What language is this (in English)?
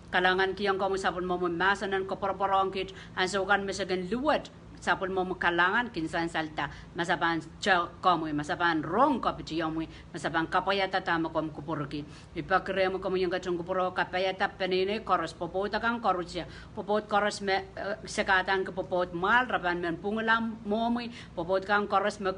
Pohnpeian